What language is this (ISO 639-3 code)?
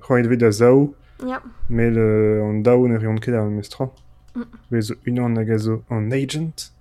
bre